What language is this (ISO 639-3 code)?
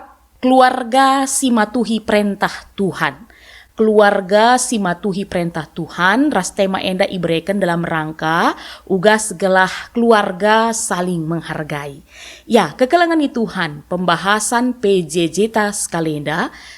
btx